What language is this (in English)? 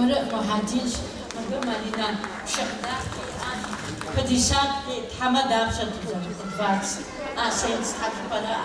Kabardian